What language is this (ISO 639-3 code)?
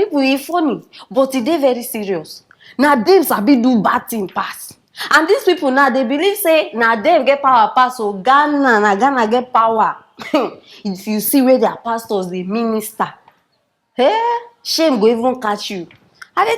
pcm